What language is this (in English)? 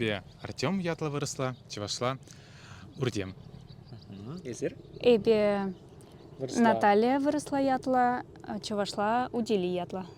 Chuvash